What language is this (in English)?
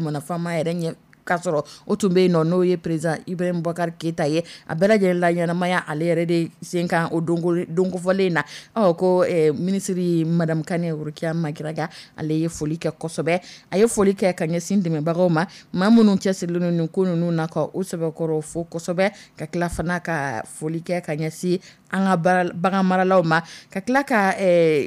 Dyula